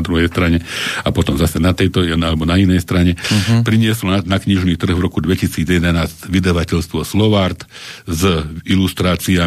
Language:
Slovak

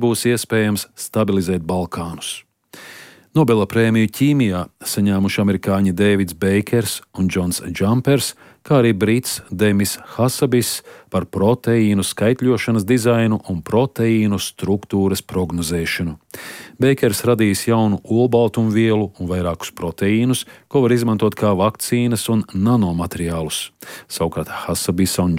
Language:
Latvian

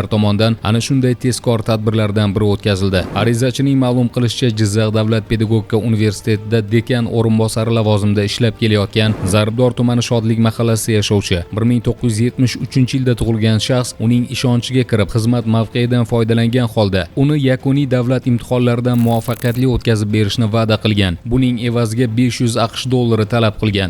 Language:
Uzbek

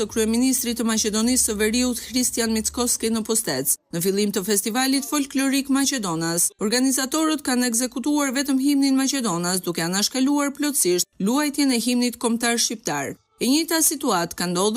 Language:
Albanian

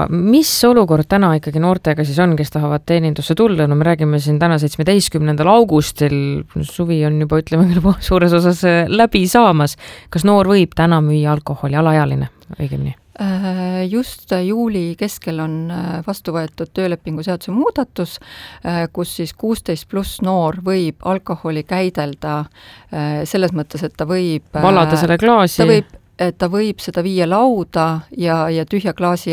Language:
Estonian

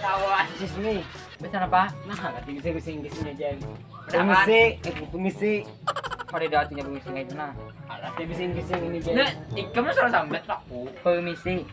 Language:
Banjar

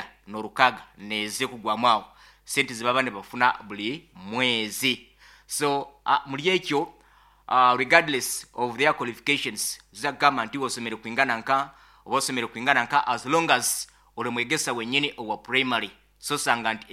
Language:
Nyankole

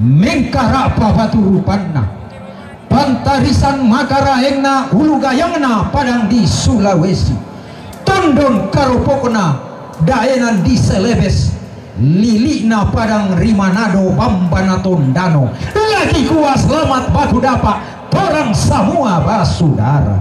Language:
Toraja-Sa'dan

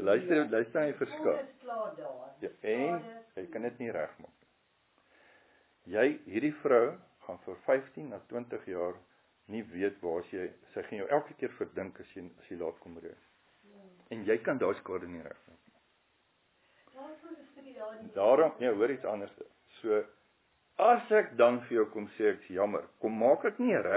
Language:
Afrikaans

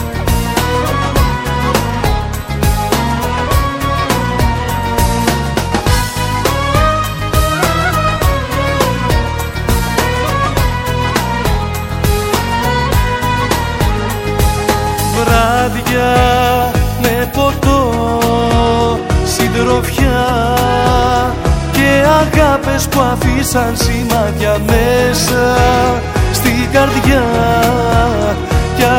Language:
Greek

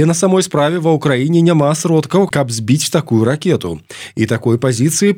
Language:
Belarusian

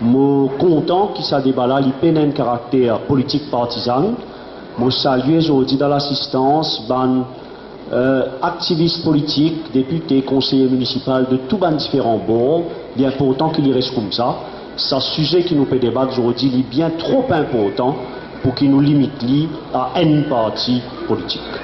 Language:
Morisyen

